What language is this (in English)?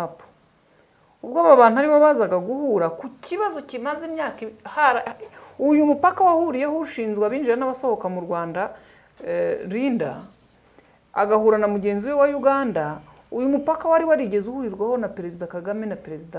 Kinyarwanda